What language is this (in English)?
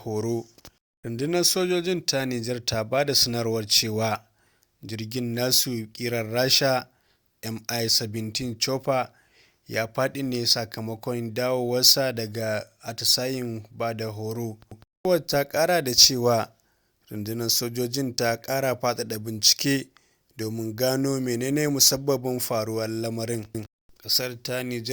Hausa